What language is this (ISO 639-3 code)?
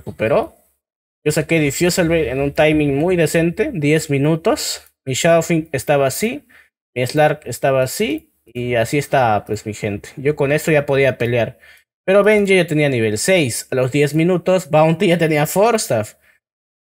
spa